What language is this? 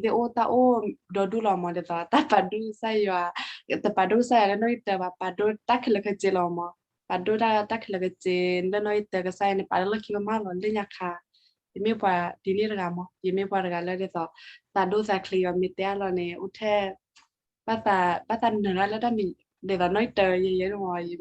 S'gaw Karen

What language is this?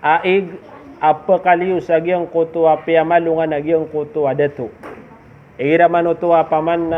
Maranao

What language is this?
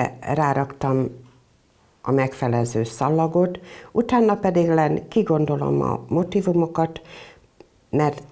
Hungarian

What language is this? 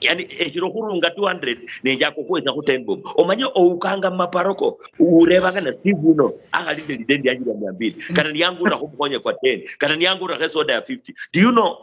Luyia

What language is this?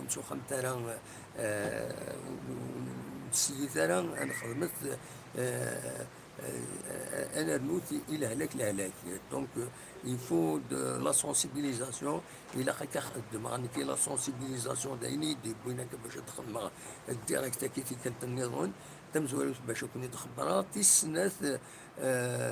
Kabyle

